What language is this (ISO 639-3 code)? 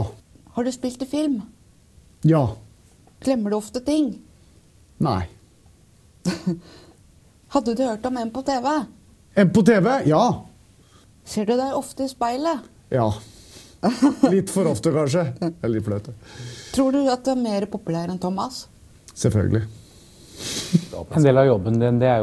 nor